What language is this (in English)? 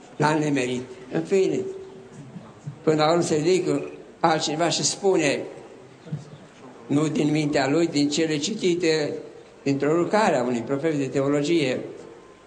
Romanian